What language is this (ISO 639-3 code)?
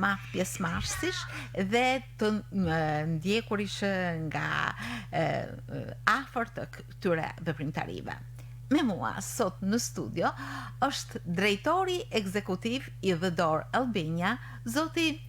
sqi